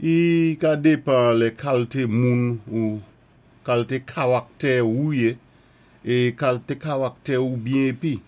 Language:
Saint Lucian Creole French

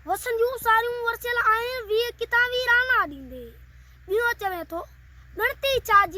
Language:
Sindhi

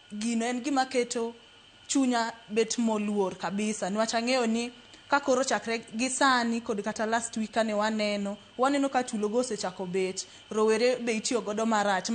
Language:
Luo (Kenya and Tanzania)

